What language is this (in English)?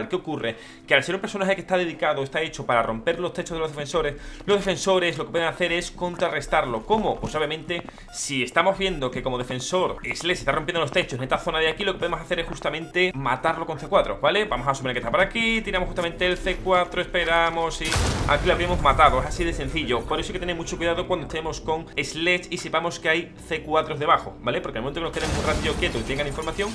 Spanish